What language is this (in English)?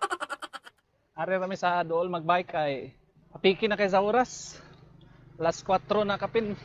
Cebuano